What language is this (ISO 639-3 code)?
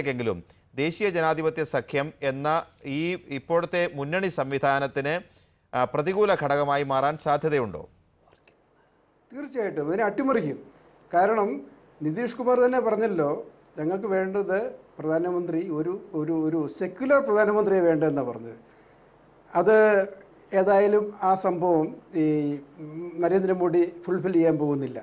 mal